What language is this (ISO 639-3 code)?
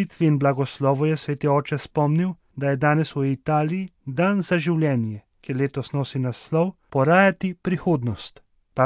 slv